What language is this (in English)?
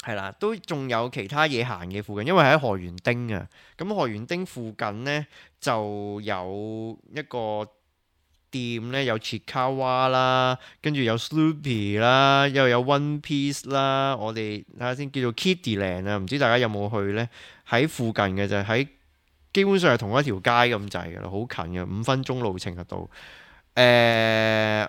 Cantonese